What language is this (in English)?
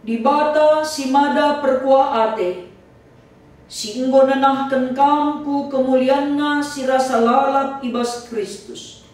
Batak Karo